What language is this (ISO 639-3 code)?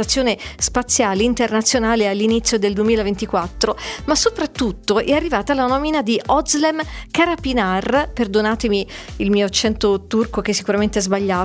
ita